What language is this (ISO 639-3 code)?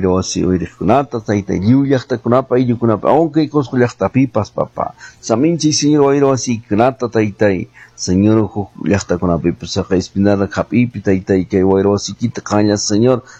que